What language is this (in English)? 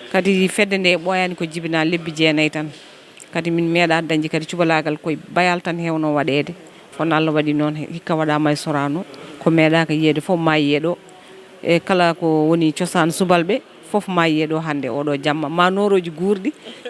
Fula